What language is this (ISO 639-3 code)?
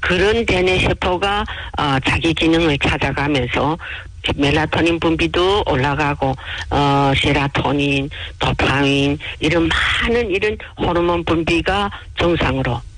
kor